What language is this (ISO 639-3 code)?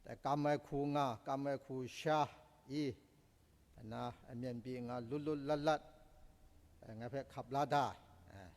kac